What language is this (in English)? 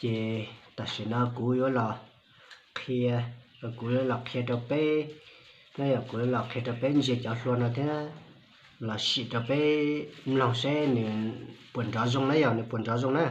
Hmong